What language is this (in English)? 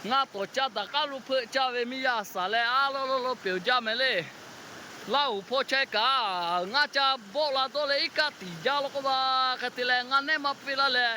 Lahu